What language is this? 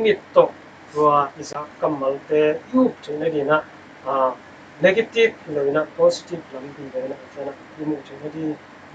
Tedim Chin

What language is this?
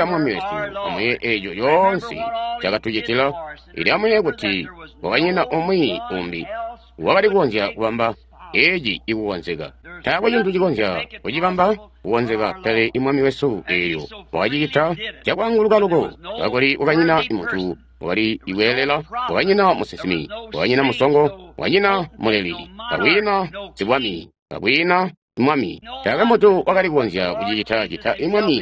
Tonga (Zambia)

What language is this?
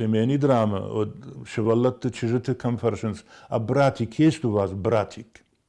Ossetic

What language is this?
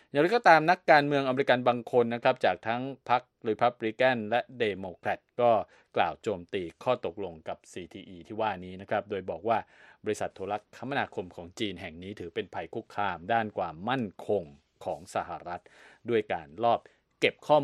Thai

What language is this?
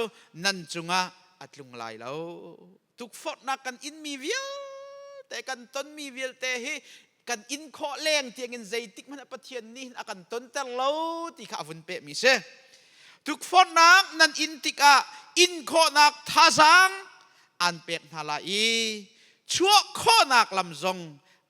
Hakha Chin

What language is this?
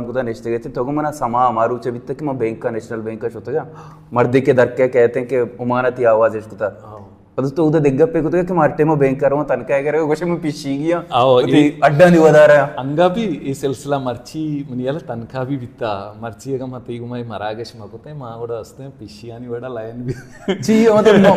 Baluchi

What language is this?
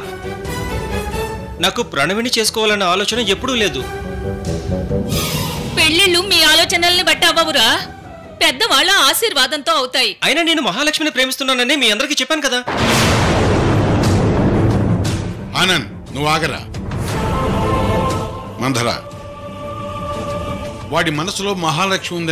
Telugu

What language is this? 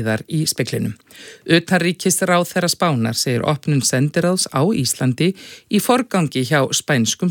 Icelandic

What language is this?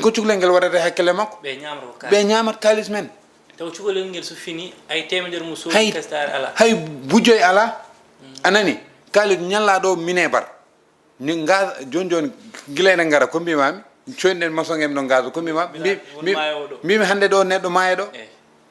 Fula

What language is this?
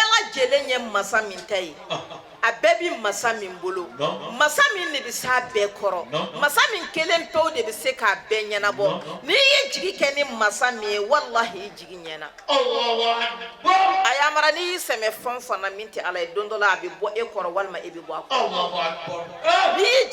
Bambara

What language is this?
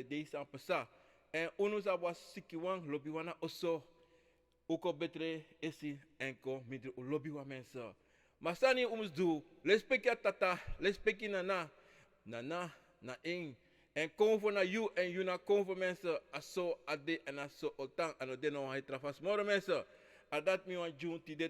Sranan Tongo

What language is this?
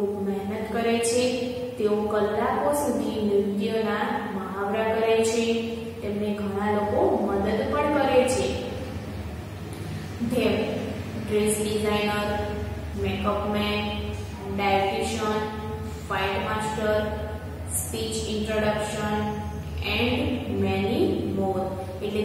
Gujarati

